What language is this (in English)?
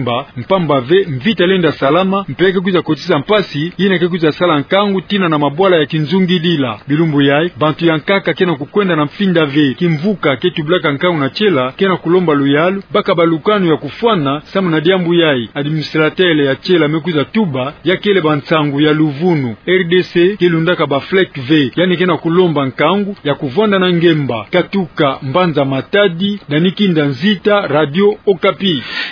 Kituba (Democratic Republic of Congo)